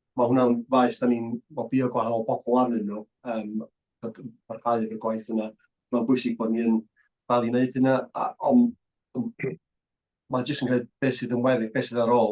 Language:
Welsh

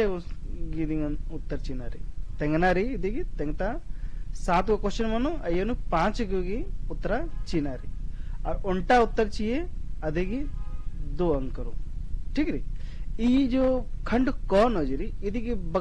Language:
Kurukh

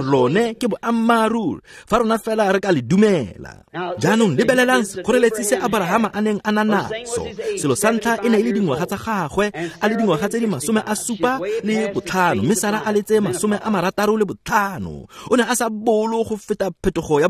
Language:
Tswana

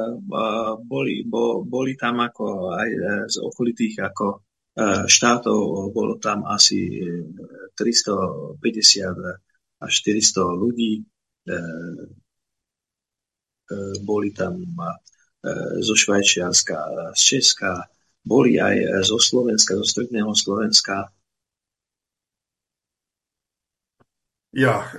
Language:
Slovak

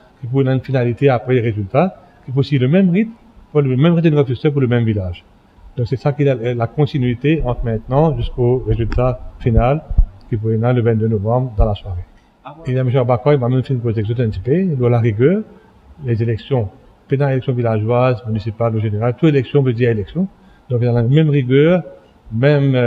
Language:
Morisyen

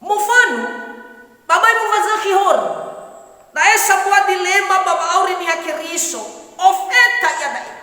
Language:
Nias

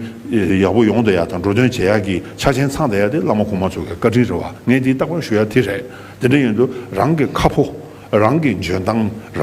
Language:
Tibetan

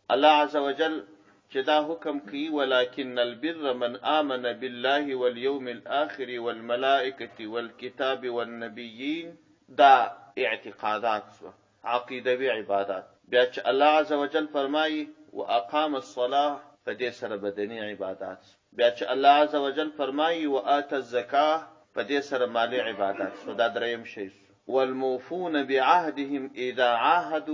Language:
Pashto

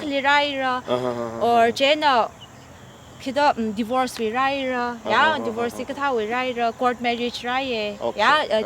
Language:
Tangkhul Naga (India)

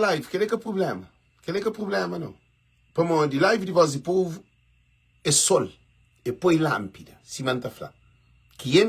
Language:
Kabuverdianu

